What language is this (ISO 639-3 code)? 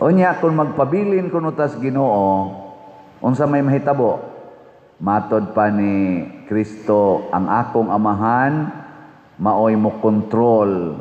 ceb